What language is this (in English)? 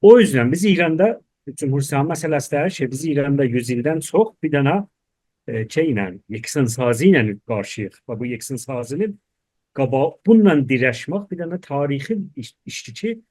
South Azerbaijani